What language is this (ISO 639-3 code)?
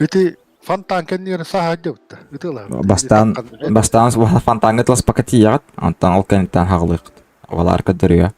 sah